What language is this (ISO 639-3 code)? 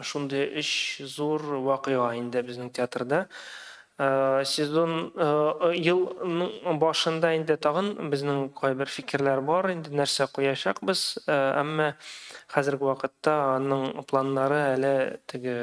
tat